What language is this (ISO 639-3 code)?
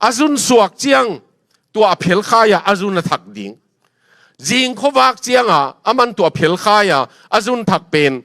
ctd